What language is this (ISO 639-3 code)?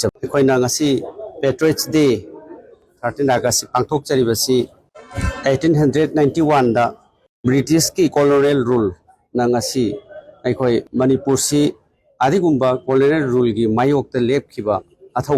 mni